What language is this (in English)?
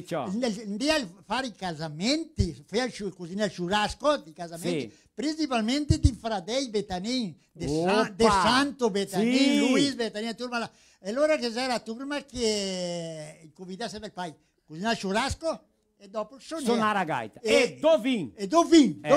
Venetian